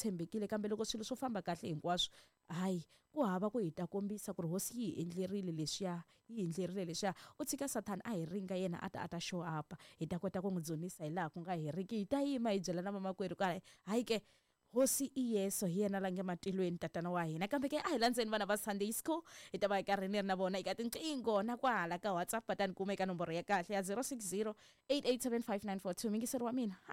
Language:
Tsonga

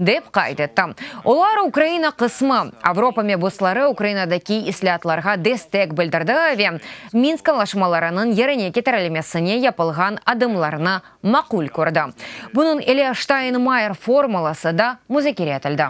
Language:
Crimean Tatar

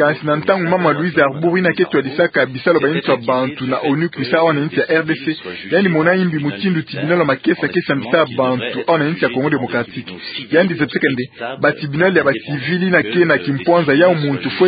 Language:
Kituba (Democratic Republic of Congo)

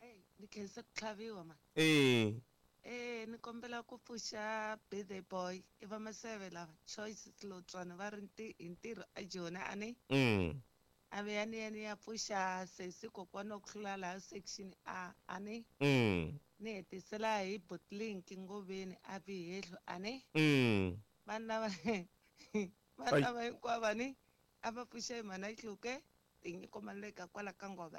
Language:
Tsonga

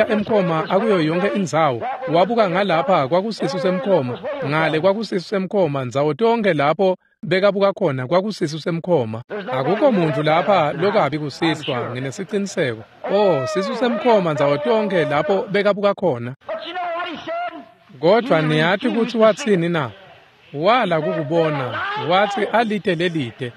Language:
Swati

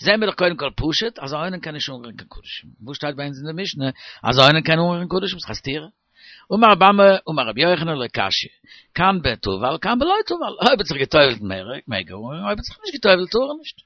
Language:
Yiddish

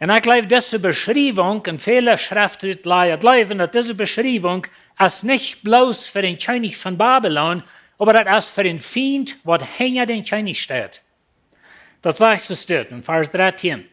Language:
Plautdietsch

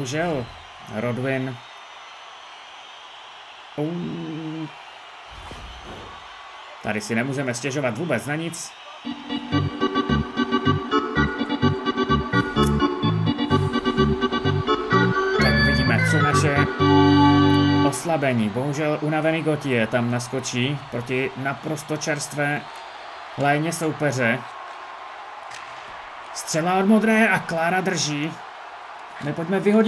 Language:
Czech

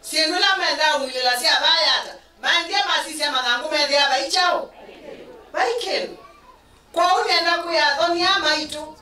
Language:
Kamba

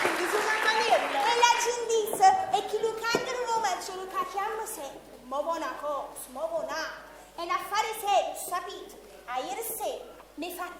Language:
Neapolitan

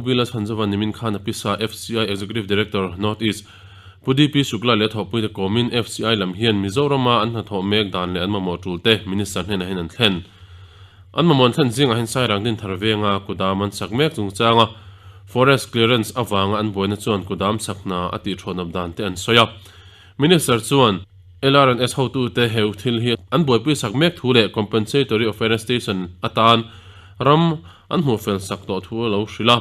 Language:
Mizo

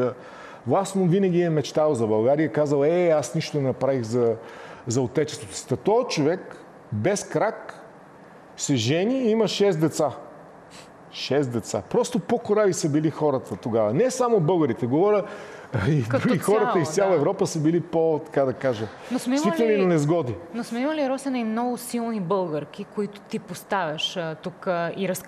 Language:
Bulgarian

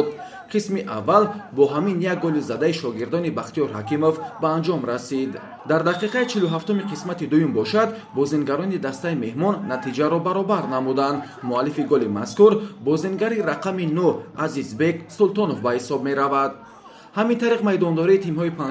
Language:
Tajik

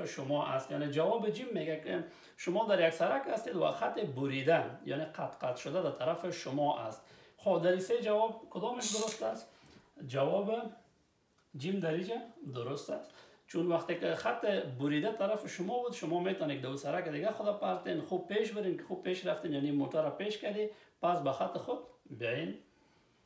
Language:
Persian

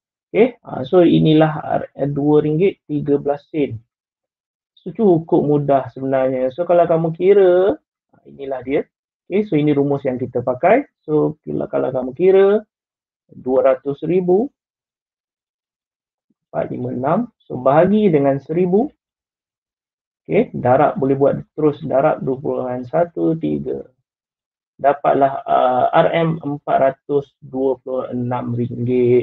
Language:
Malay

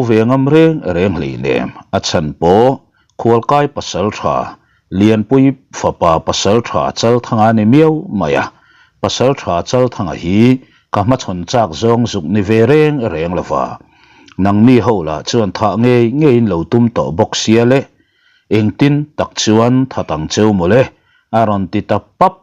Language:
Mizo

